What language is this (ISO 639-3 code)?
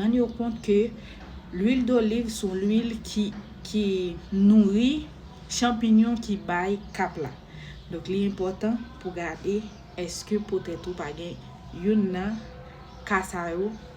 hat